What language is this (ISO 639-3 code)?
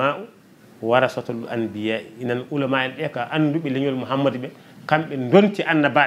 ful